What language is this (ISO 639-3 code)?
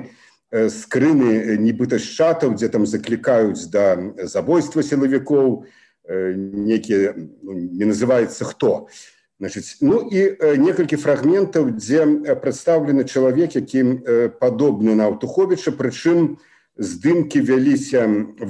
bel